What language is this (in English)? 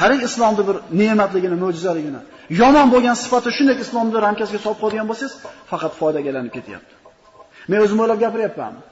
Uzbek